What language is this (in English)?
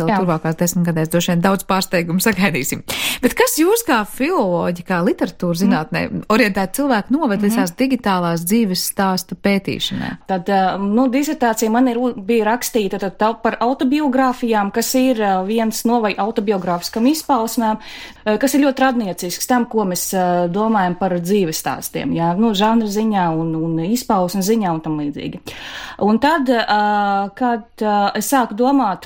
Latvian